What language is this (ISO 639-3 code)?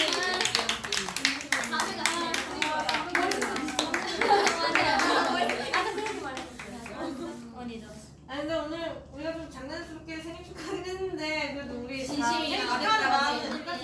kor